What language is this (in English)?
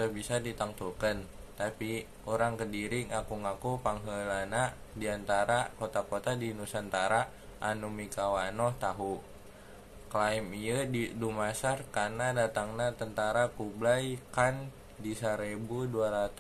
Sundanese